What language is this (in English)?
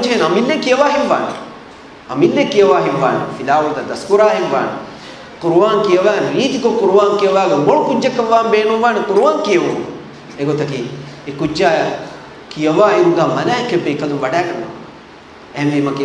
Divehi